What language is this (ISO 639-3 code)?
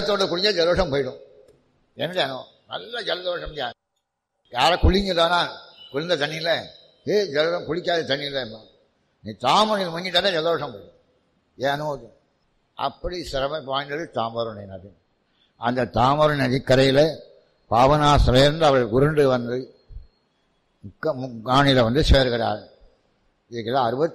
tam